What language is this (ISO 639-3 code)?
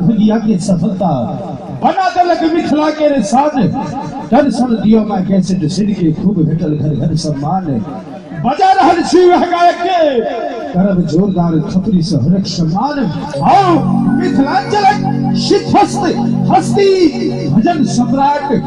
mai